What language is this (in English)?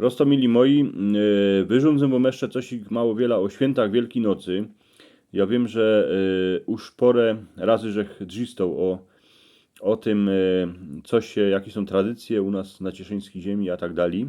Silesian